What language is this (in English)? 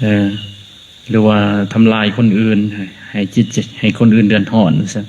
Lao